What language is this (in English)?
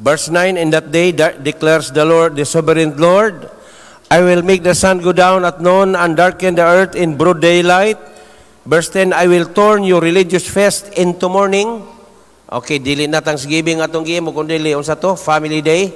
Cebuano